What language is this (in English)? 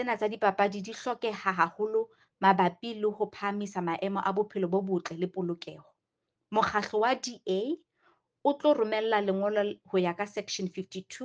Southern Sotho